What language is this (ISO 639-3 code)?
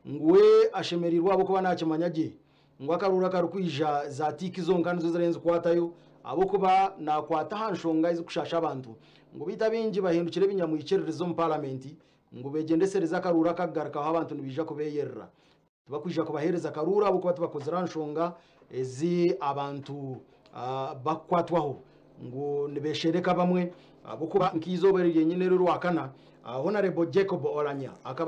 nyn